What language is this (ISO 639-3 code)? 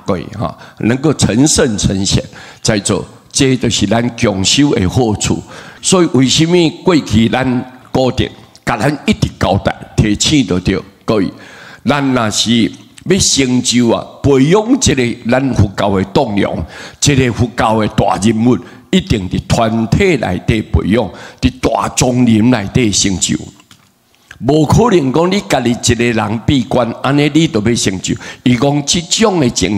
nan